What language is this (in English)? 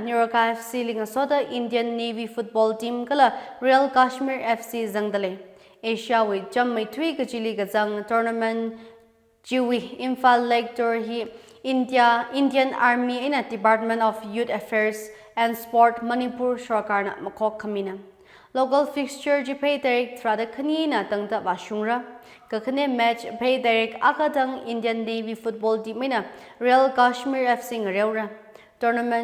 Tangkhul Naga (India)